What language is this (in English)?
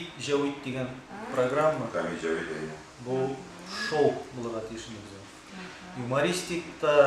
Tatar